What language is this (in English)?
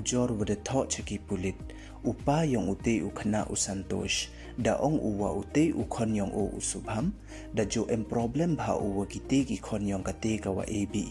Pnar